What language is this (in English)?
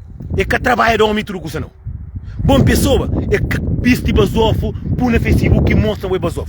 Kabuverdianu